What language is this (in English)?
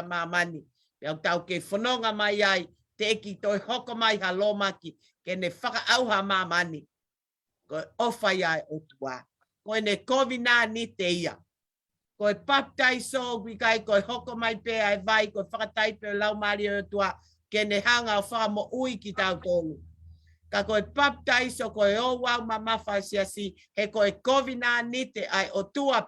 Tongan